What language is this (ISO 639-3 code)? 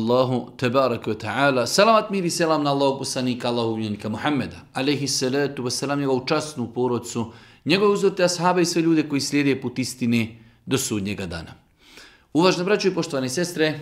bos